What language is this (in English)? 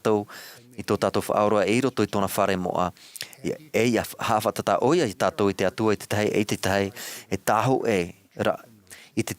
Tahitian